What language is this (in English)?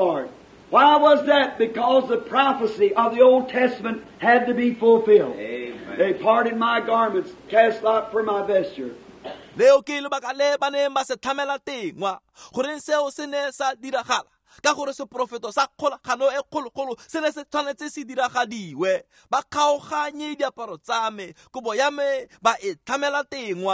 Tswana